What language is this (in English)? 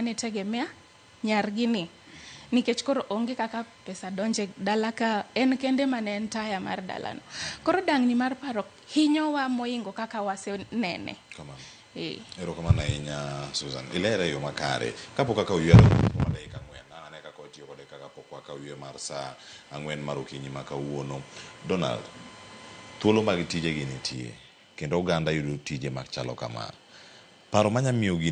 Luo (Kenya and Tanzania)